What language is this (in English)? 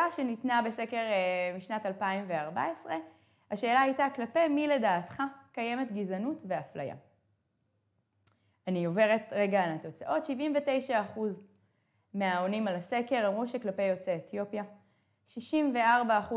Hebrew